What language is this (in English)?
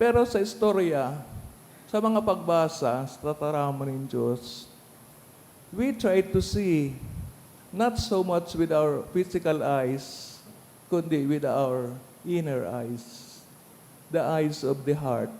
Bikol